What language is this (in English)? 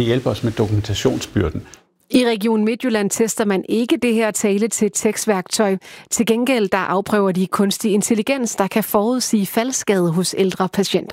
Danish